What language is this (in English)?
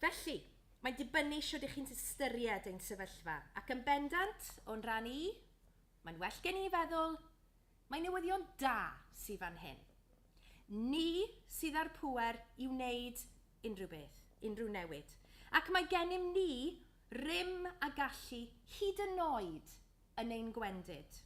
Welsh